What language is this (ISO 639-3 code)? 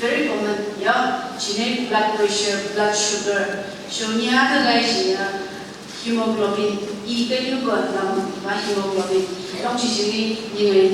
nph